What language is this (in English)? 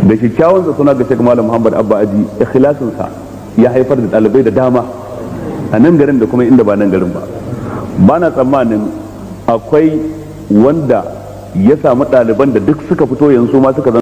Hausa